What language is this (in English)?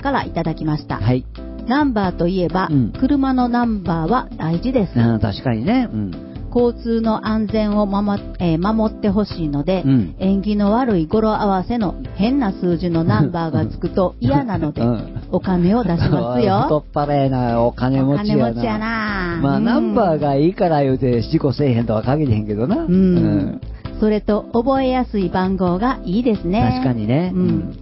Japanese